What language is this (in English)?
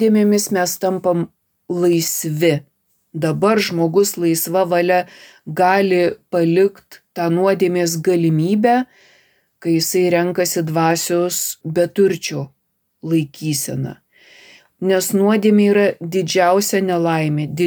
Lithuanian